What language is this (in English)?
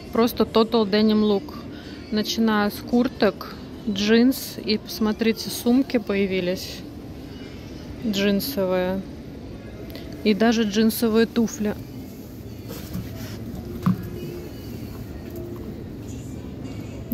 Russian